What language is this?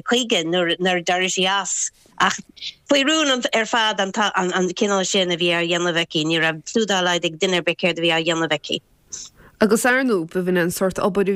Irish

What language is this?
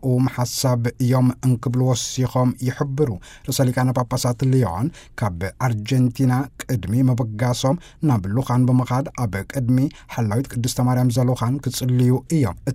Tigrinya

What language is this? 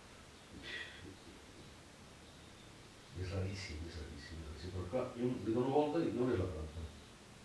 Catalan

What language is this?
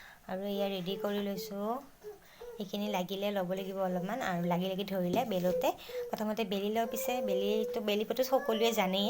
Assamese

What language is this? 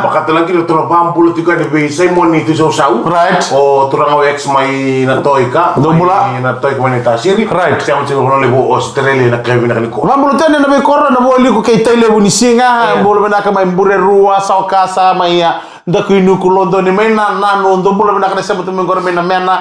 Fijian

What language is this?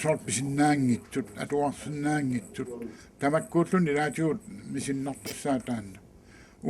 Kalaallisut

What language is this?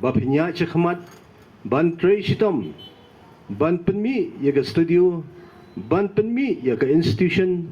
Khasi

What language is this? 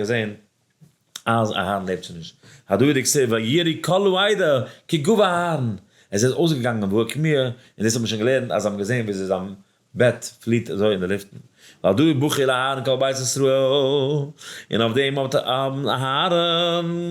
Yiddish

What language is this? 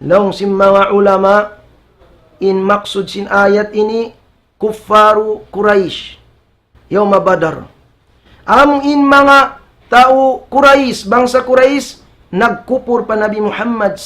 Tausug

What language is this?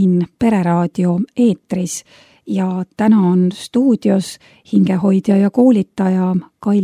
Estonian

